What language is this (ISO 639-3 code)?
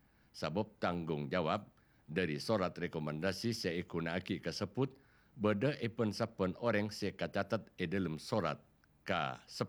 mad